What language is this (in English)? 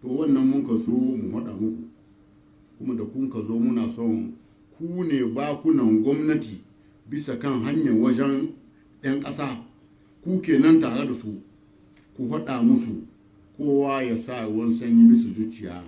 Hausa